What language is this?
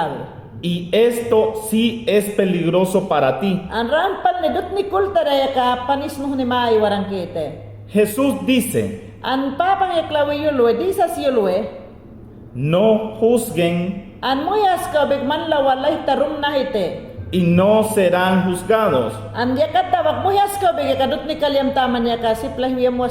Mayangna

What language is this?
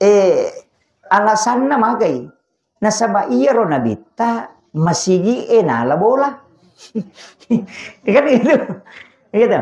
Buginese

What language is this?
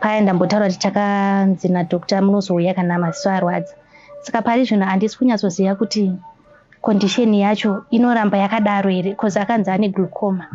Shona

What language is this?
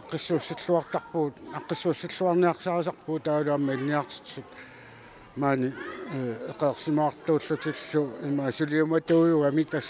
Kalaallisut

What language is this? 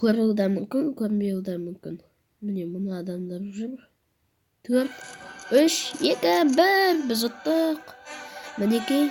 Kazakh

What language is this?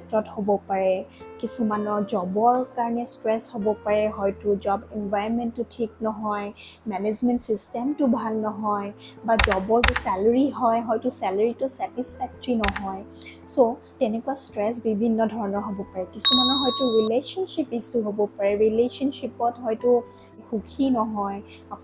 Assamese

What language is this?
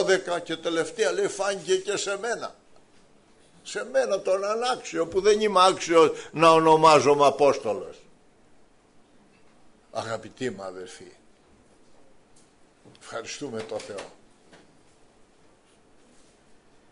Greek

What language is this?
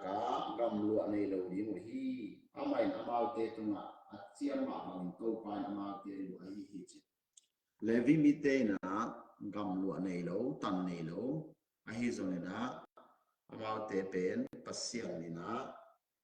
Tedim Chin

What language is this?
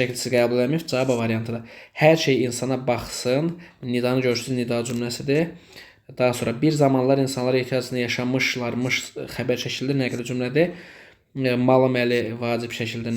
Azerbaijani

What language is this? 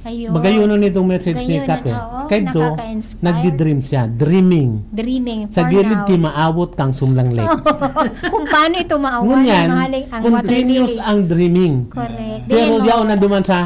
Bikol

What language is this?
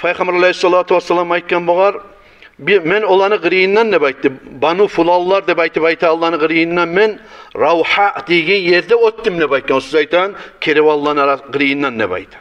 Kumyk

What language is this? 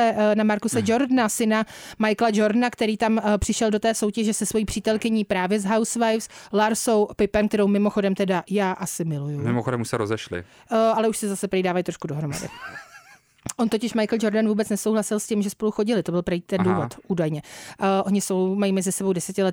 Czech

